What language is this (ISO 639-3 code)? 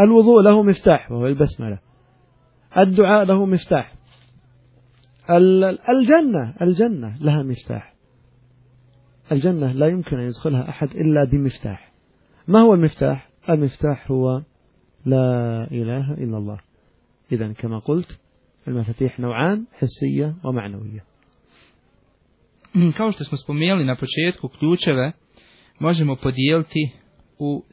bos